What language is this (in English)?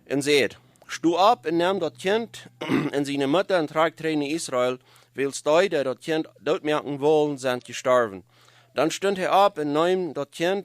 Plautdietsch